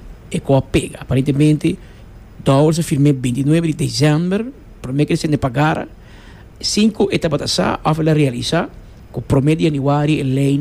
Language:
Papiamento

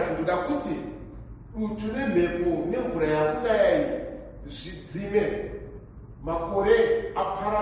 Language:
Shona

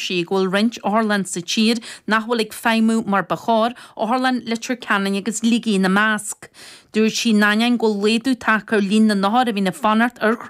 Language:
Irish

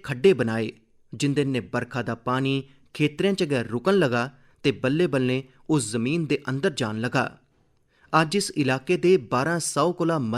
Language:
Dogri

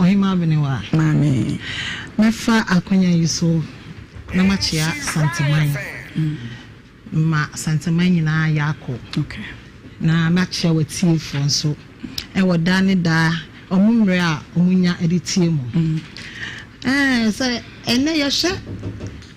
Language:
Akan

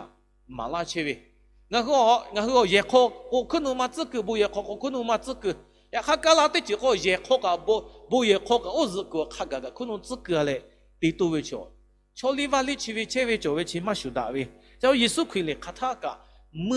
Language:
Lahu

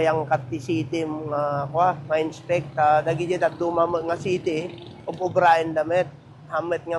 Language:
Iloko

